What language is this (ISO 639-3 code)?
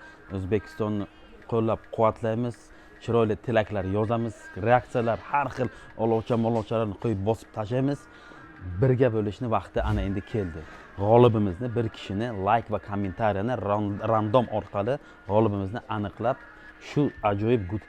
uzb